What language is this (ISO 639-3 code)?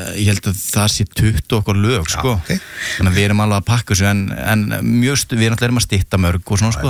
isl